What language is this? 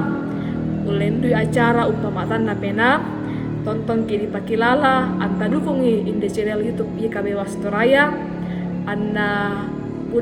Toraja-Sa'dan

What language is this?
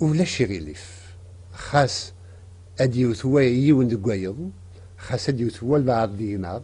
Kabyle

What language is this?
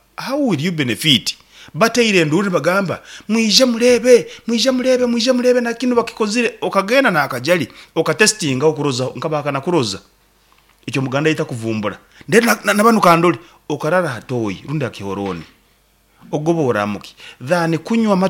Nyankole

